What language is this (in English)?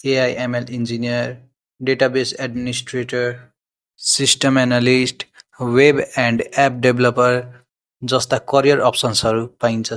Nepali